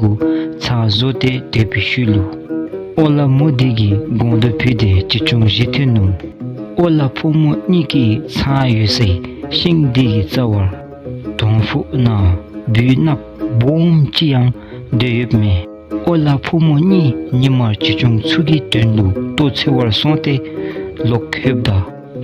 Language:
Dzongkha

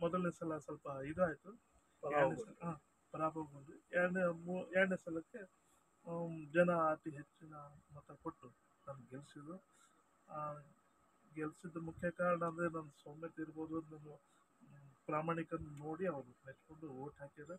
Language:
Kannada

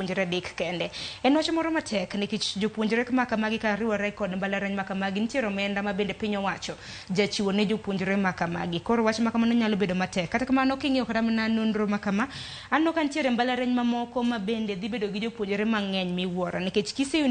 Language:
Luo (Kenya and Tanzania)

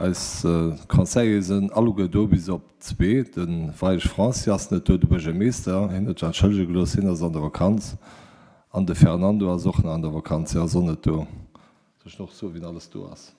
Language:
Luxembourgish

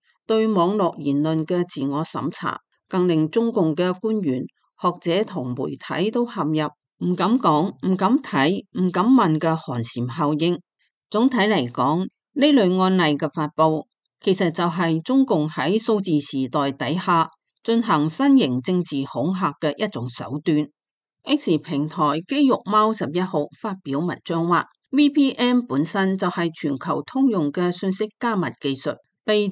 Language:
Cantonese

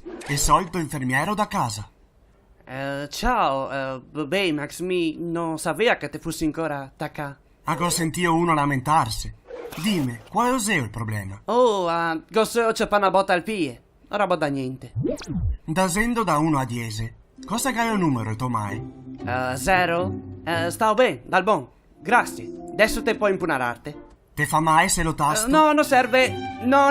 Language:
Venetian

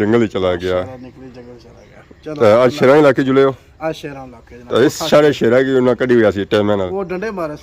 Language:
Pahari-Potwari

